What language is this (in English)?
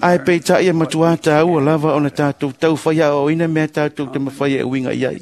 Samoan